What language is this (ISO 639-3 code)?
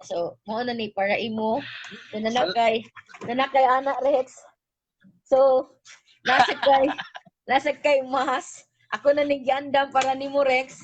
ceb